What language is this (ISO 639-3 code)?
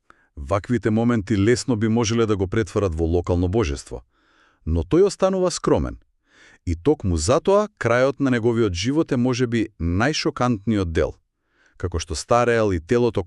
mkd